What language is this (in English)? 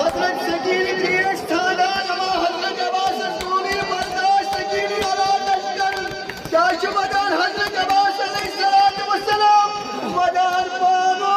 Kashmiri